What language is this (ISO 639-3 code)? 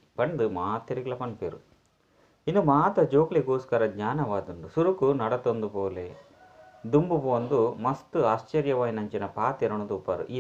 tcy